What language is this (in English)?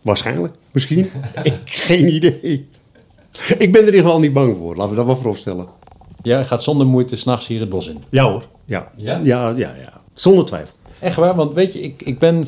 Dutch